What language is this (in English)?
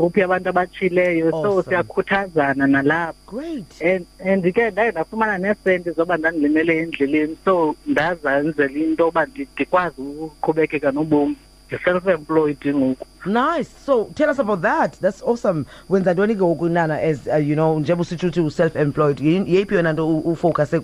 Xhosa